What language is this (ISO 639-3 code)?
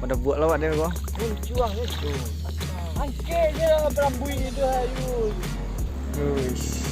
min